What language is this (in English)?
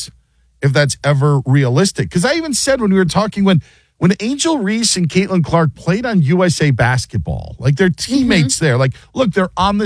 English